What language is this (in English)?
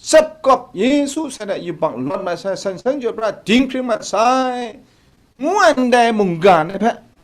Kachin